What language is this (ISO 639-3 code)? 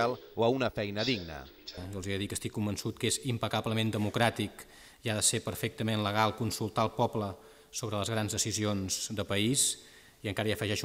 cat